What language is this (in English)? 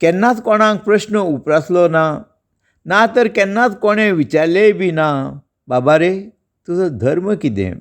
Konkani